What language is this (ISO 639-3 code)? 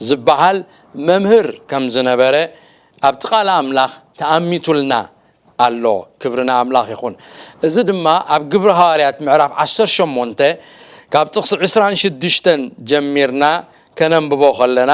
tir